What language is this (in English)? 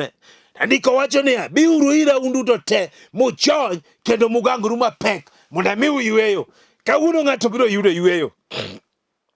Luo (Kenya and Tanzania)